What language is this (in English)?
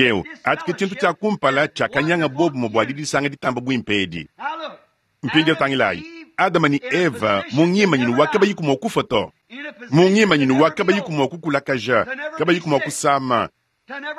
Luba-Lulua